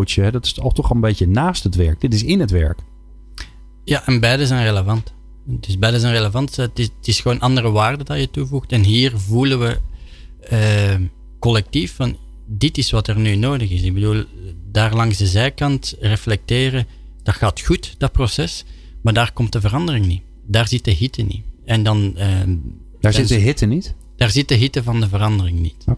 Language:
Dutch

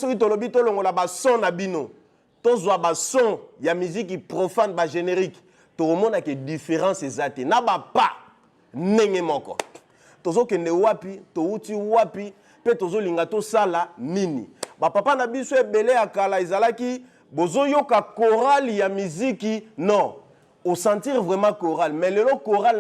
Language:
Lingala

